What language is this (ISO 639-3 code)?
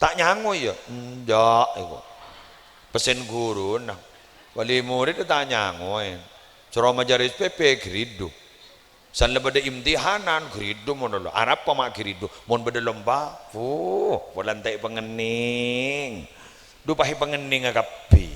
mad